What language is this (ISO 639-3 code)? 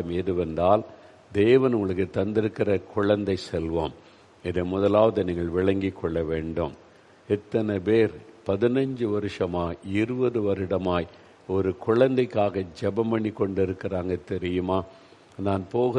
tam